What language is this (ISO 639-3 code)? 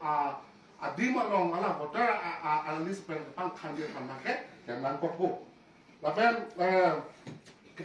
mjw